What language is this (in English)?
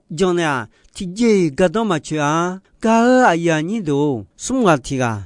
Akha